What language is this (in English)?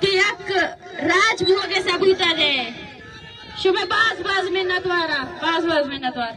Baluchi